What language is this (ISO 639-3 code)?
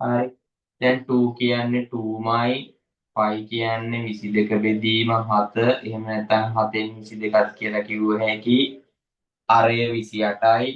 sin